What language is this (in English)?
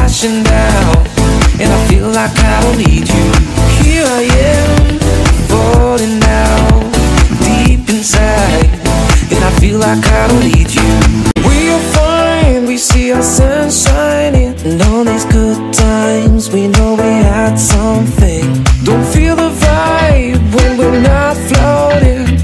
English